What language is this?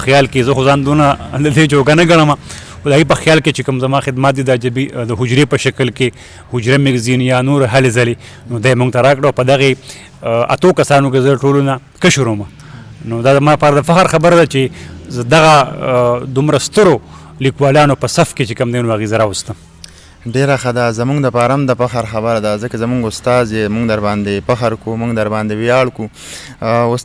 Pashto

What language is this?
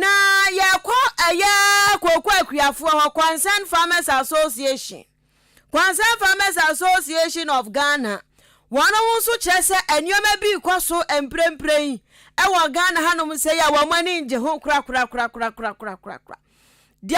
Akan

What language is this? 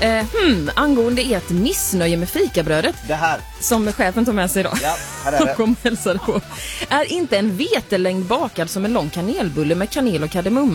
Swedish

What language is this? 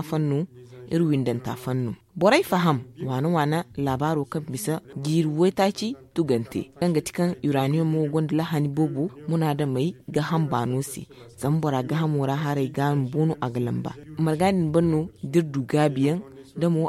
Zarma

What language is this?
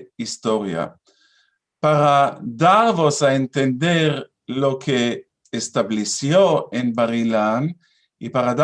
Ladino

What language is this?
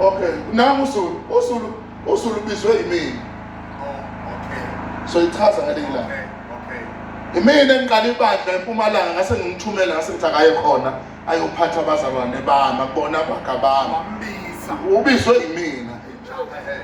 Zulu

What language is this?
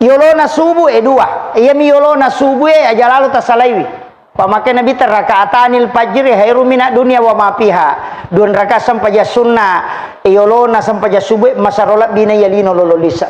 Buginese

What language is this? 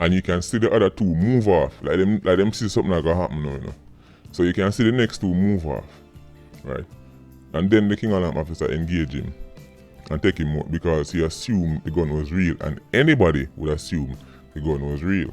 Jamaican Creole English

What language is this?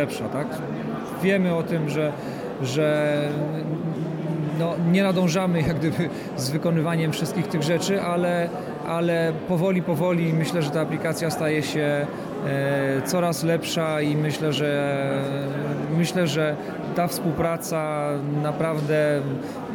Polish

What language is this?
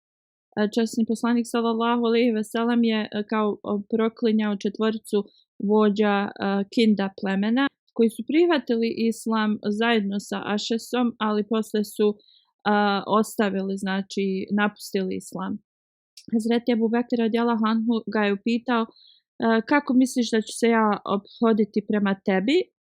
Bosnian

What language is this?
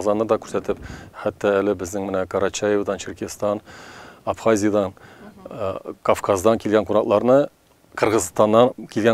Tatar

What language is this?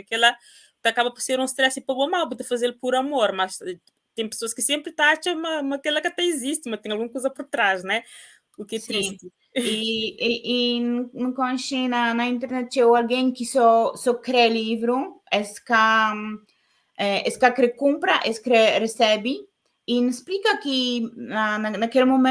Kabuverdianu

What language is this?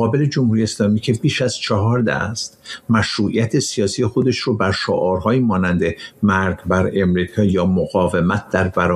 Persian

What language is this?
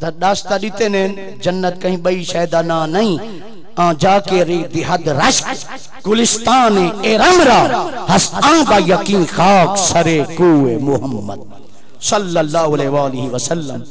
Saraiki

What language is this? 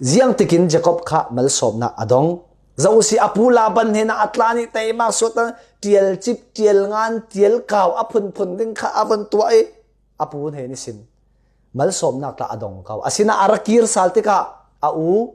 Falam Chin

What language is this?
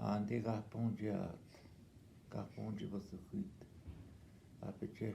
Northwestern Ojibwa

